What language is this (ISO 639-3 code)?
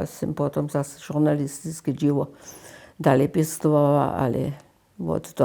hsb